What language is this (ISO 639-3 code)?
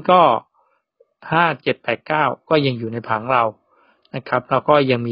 tha